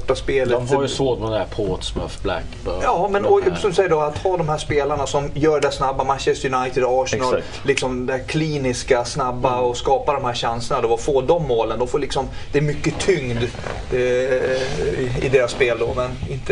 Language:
Swedish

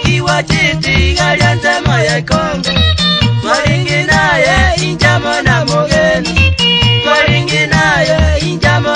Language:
Gusii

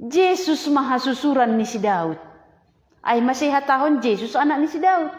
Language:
Batak Simalungun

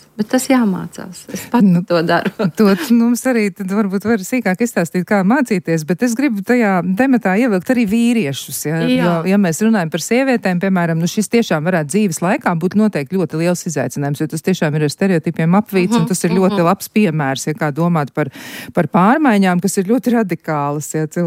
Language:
Latvian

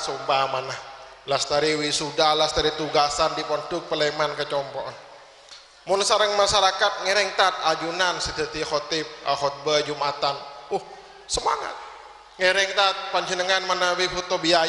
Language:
Madurese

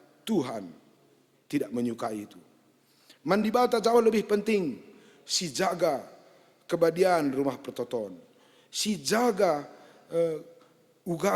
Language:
Batak Karo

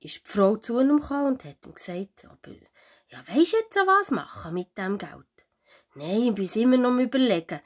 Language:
Swiss German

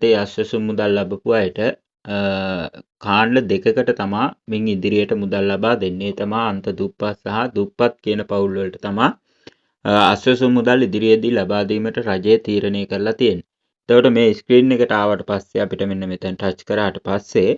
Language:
Sinhala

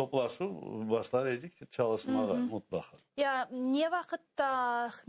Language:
Crimean Tatar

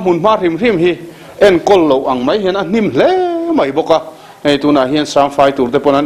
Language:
Mizo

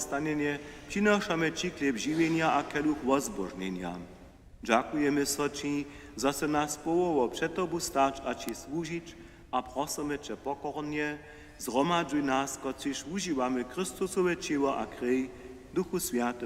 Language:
Upper Sorbian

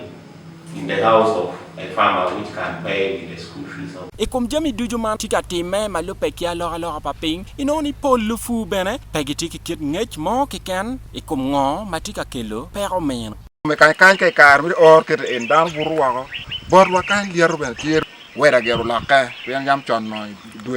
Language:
Acoli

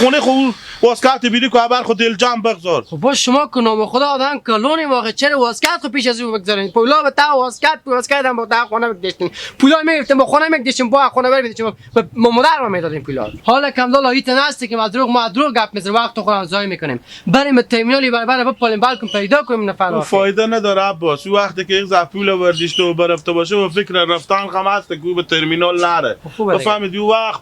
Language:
Hazaragi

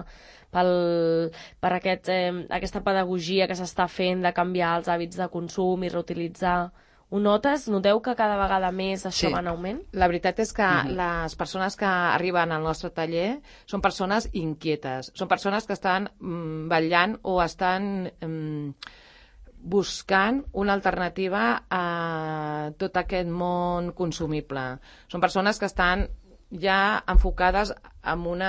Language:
Catalan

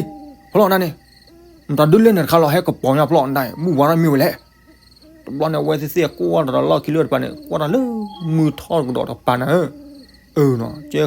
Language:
S'gaw Karen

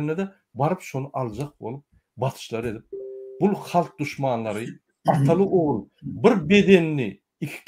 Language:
Turkmen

